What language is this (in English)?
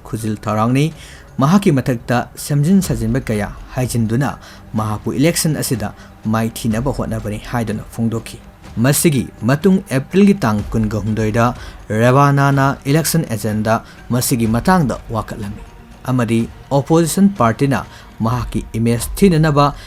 Manipuri